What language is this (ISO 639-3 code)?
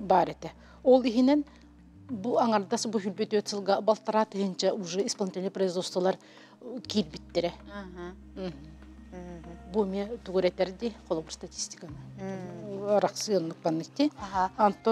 sah